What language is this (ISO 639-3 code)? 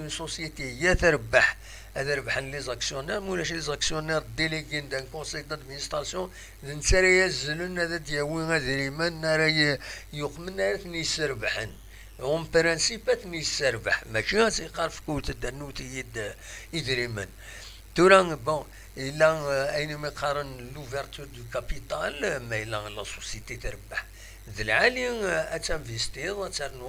kab